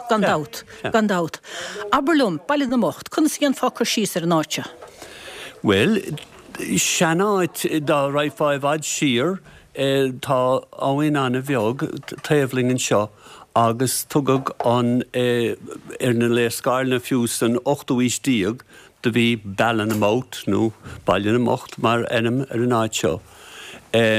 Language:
Irish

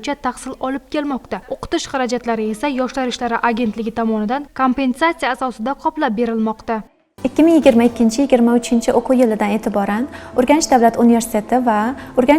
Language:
Uzbek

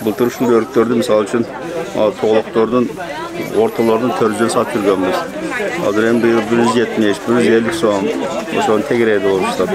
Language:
Kyrgyz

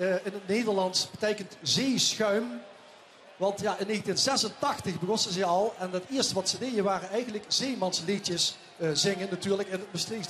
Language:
Limburgish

